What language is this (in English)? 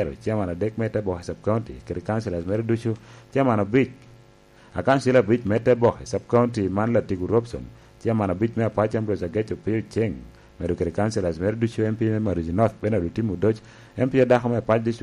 Lango (Uganda)